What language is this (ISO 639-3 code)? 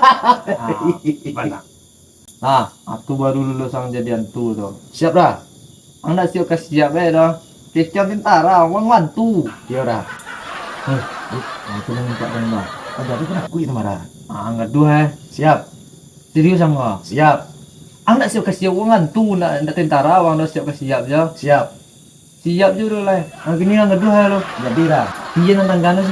min